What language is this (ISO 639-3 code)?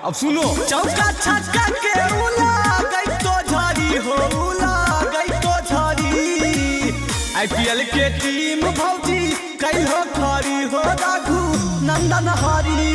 mag